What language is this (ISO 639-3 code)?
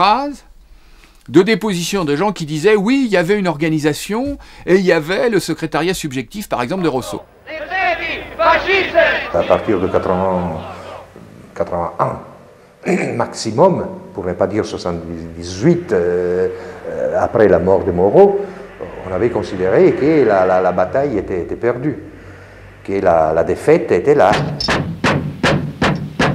fra